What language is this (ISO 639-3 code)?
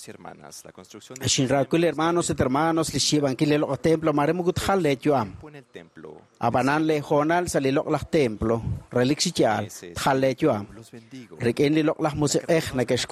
kek